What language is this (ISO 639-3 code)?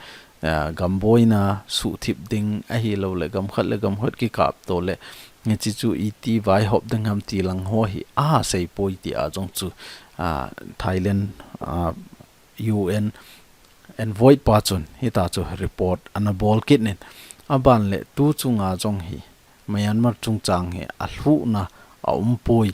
tcz